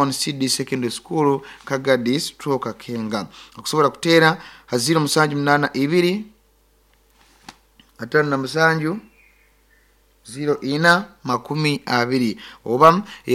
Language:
Nyoro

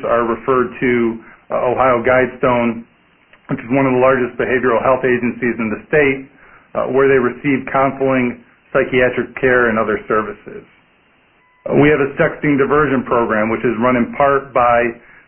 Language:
English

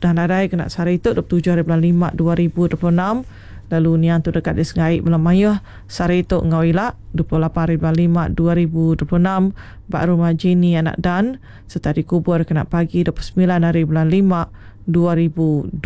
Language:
Iban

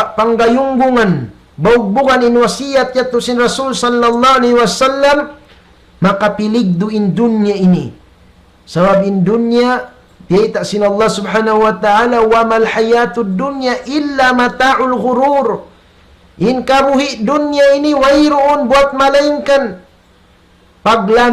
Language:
Tausug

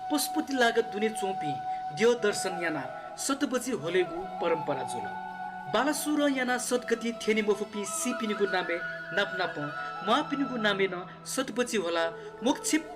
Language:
Newari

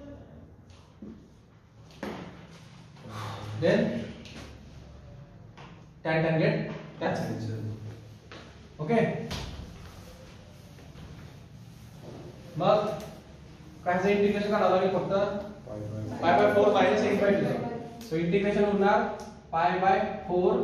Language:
Marathi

